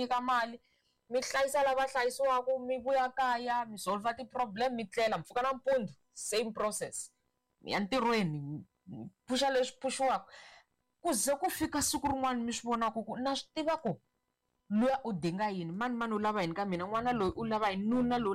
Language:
Tsonga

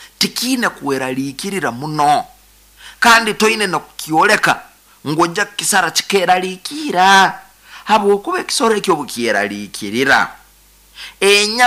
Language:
Nyoro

